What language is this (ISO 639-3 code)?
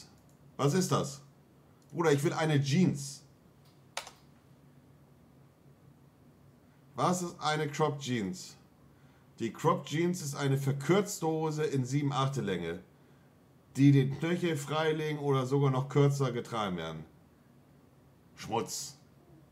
deu